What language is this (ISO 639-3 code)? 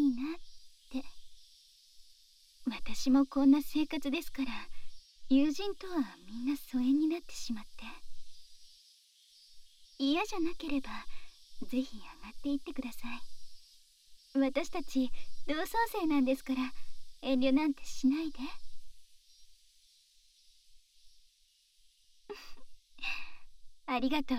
jpn